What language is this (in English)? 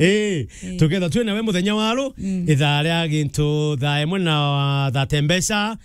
Meru